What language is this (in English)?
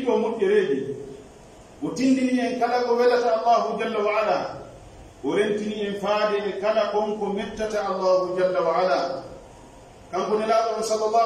Pular